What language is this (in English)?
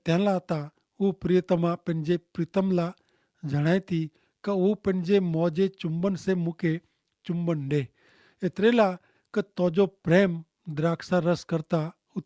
Kachhi